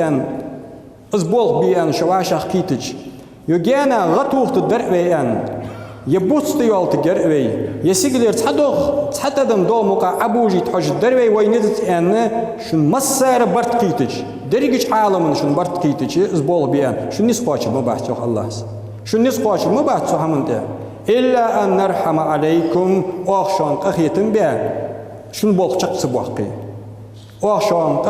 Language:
Ingush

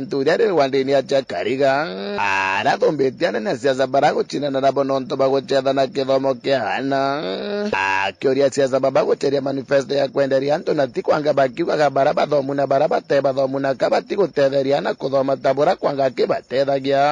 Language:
Meru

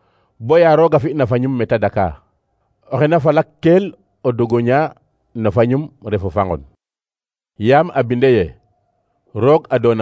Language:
Serer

